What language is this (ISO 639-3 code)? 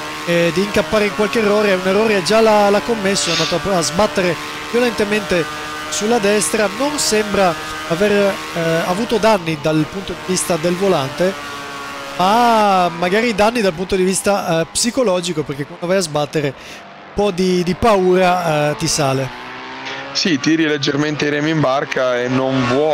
ita